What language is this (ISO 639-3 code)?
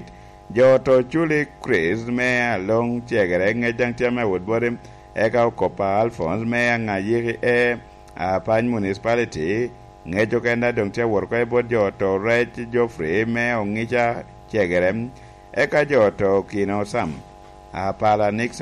laj